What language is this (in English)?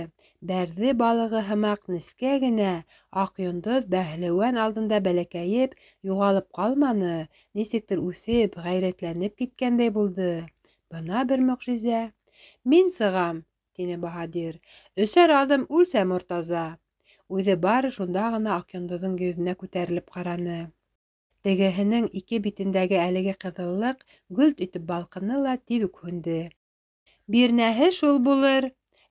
Bashkir